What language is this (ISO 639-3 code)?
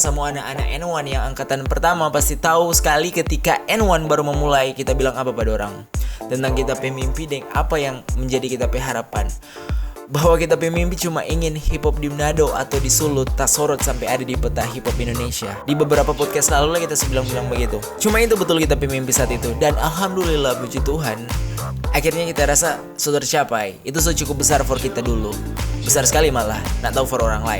xmm